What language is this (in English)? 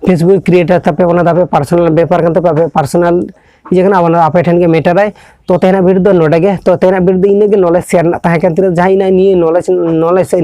Santali